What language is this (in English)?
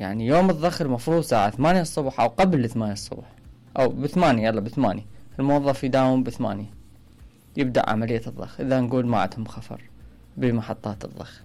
Mesopotamian Arabic